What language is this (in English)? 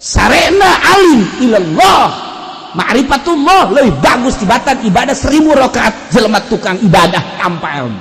Sundanese